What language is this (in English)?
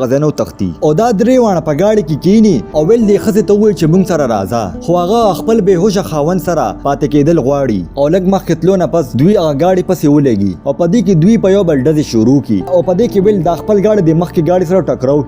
Pashto